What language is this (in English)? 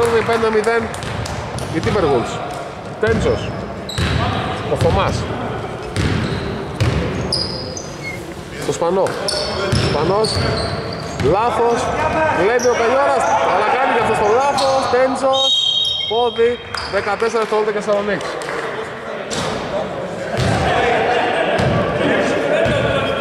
Greek